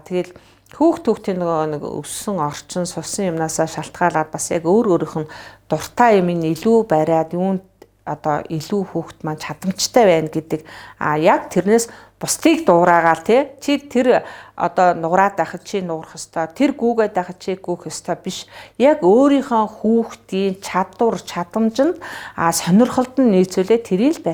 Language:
Mongolian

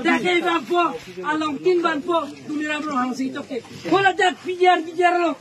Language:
Karbi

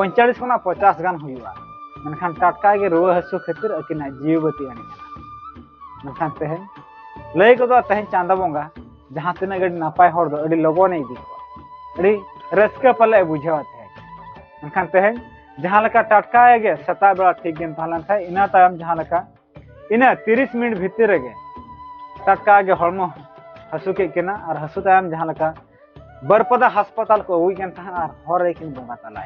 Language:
Santali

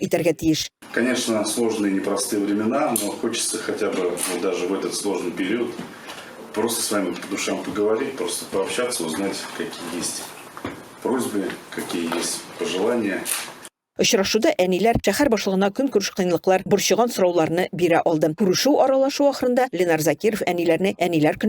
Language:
Tatar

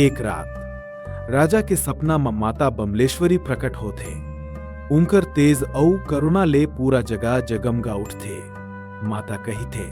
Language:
Chhattisgarhi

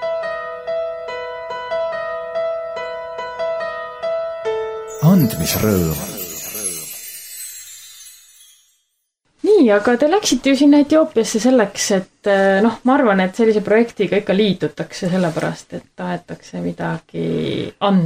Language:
Estonian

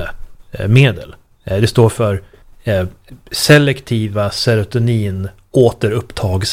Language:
Swedish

